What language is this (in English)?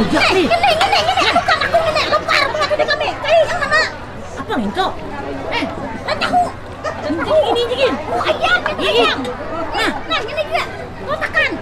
Banjar